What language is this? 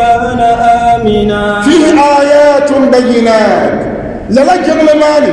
Dagbani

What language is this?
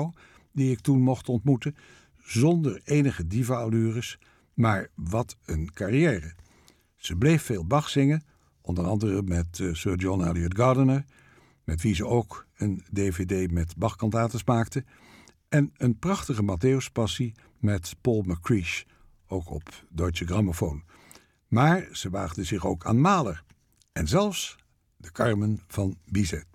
Dutch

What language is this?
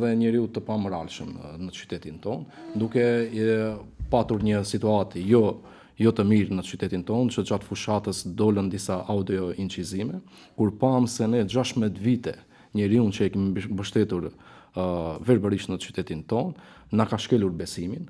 Albanian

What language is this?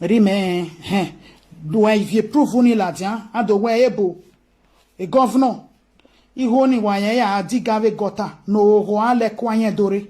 Nigerian Pidgin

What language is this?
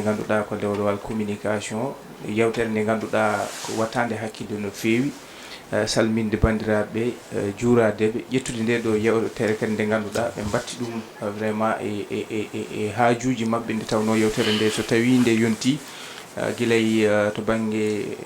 Fula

